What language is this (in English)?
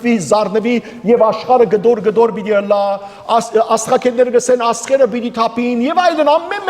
Western Armenian